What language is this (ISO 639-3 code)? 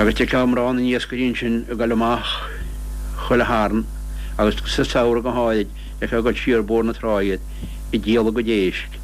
gle